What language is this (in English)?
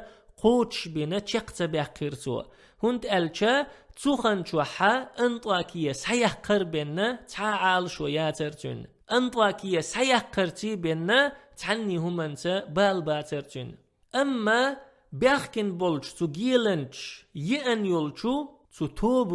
Chechen